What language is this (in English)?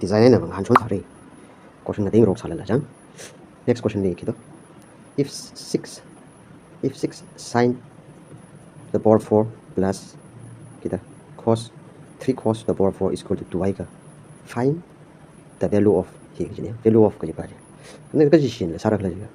Tangkhul Naga (India)